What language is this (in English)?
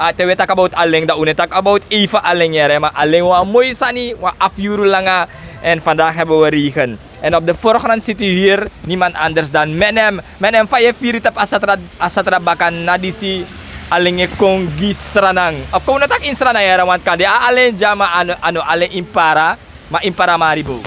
Sranan Tongo